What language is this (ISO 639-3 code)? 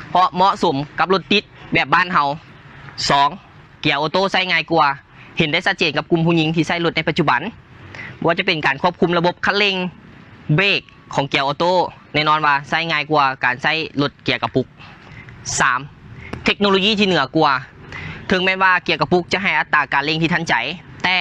lao